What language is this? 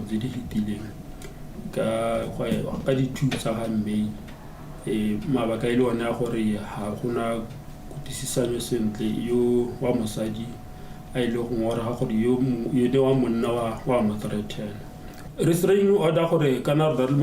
Tswana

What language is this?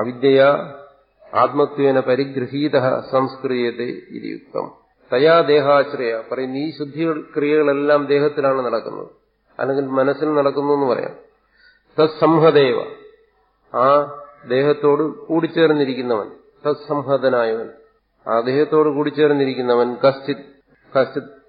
English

